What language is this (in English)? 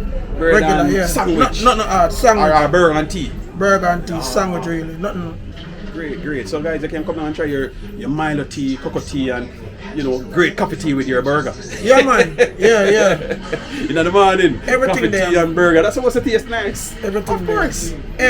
Jamaican Creole English